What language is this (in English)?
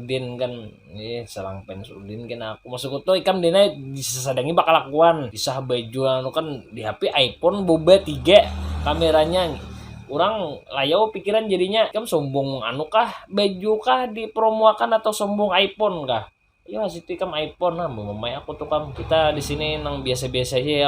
Banjar